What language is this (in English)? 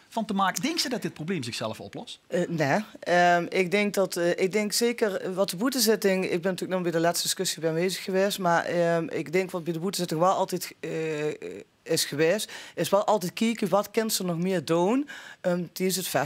Limburgish